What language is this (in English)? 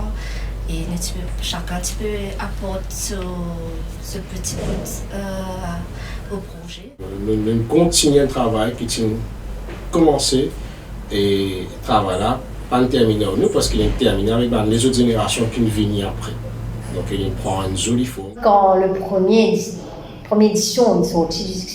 Morisyen